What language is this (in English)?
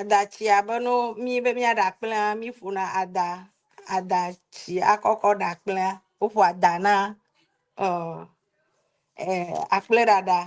Ewe